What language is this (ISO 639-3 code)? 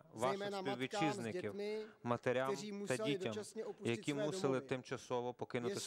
ukr